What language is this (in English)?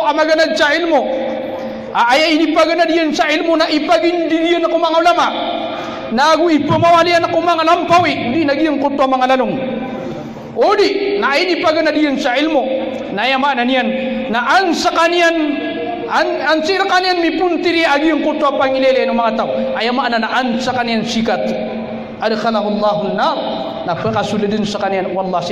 Maranao